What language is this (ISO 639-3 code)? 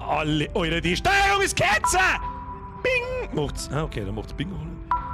bar